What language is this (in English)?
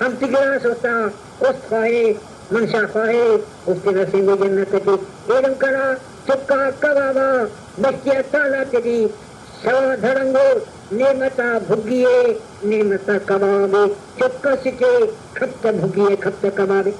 Brahui